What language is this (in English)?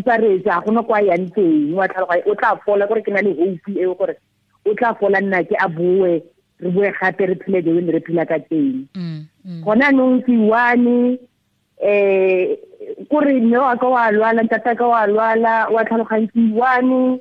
Tswana